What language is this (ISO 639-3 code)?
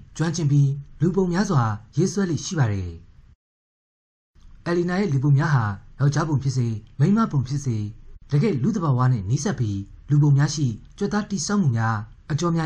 mya